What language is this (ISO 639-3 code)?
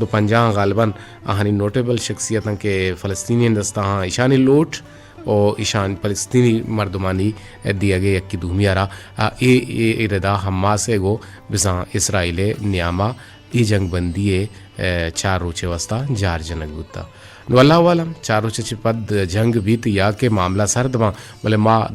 bgp